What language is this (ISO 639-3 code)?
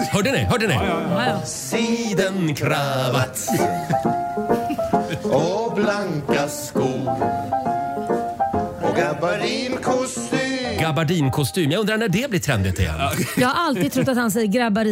swe